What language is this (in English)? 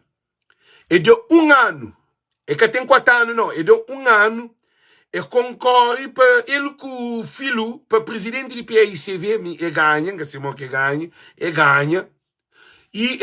Kabuverdianu